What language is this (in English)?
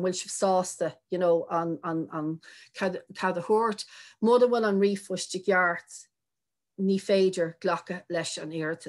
Irish